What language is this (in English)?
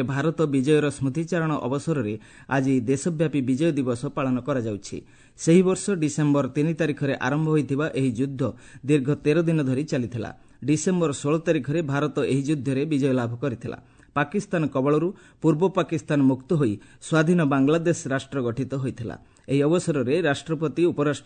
Odia